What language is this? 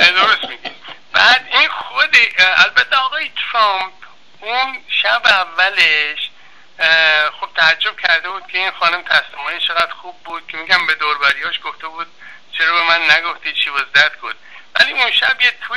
Persian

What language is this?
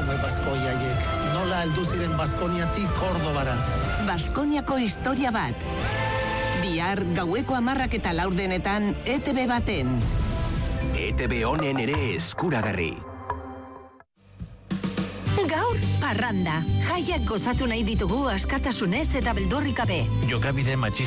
Basque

